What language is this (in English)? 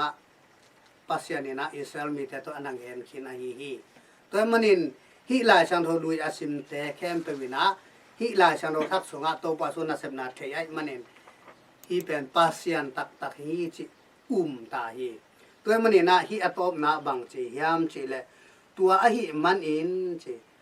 Tedim Chin